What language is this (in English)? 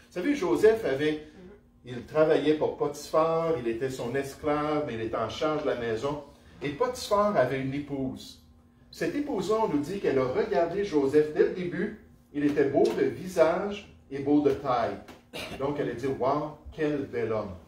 French